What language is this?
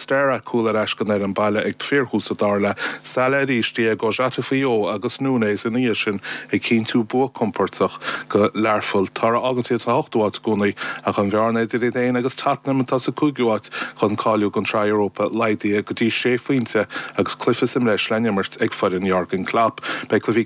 Irish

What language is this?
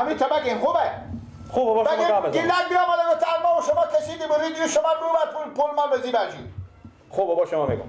Persian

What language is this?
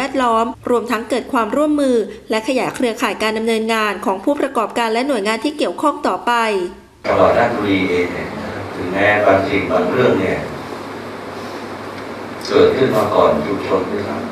Thai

